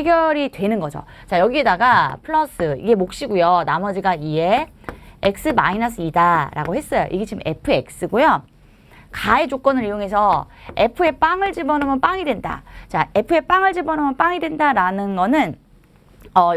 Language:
Korean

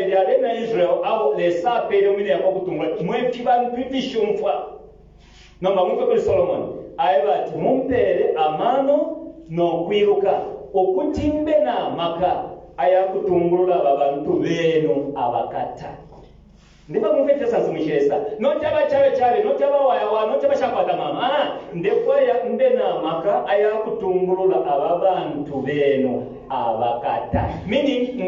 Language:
Bemba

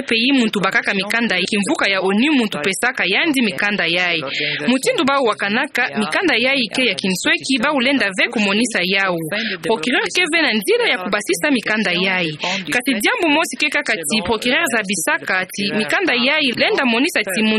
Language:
Kituba (Democratic Republic of Congo)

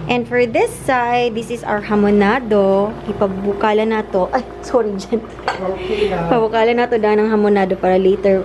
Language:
Cebuano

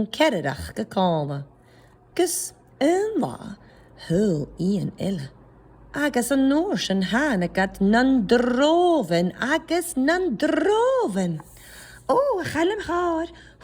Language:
Scottish Gaelic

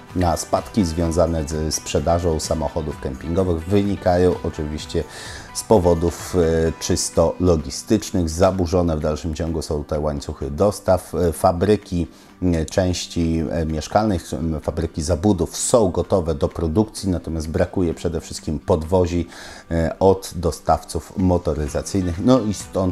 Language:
Polish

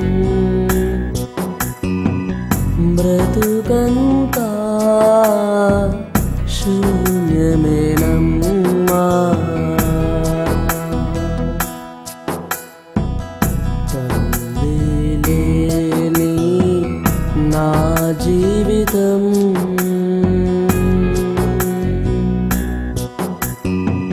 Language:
Telugu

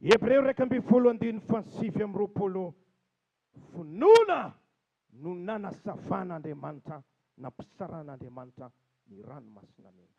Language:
Malagasy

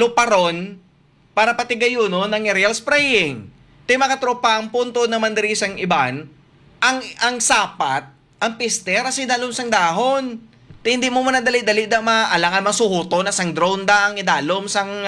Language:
Hiligaynon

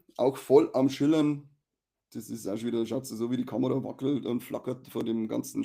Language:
Bavarian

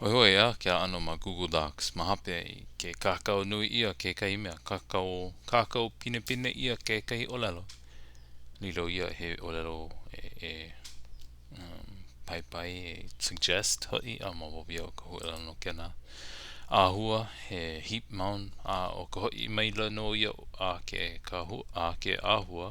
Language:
Hawaiian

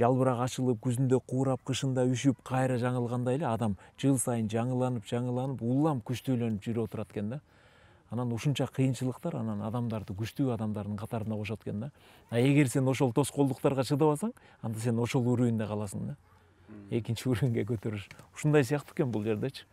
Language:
Kyrgyz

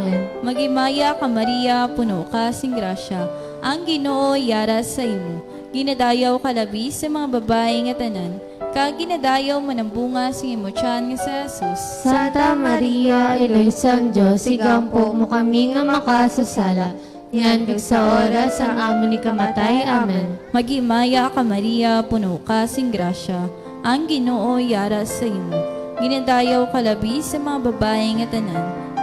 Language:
Hiligaynon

